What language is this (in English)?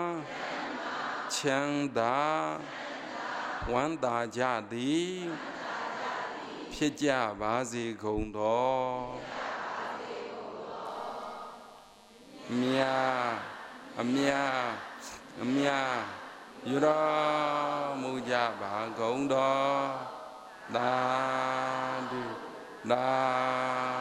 Burmese